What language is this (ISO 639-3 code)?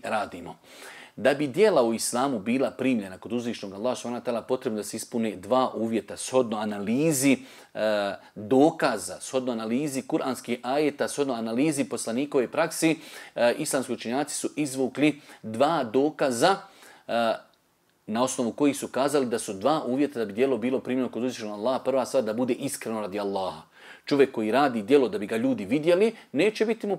bos